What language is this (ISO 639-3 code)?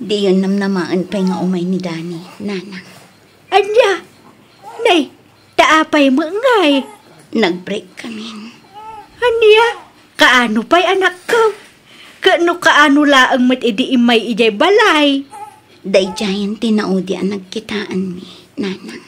ilo